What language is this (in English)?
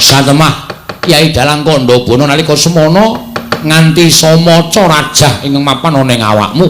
Javanese